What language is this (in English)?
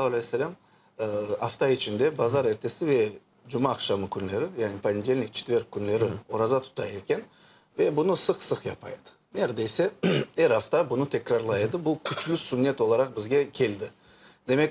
Crimean Tatar